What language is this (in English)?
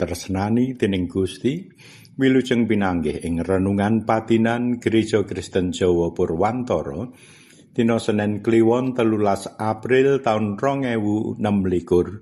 Javanese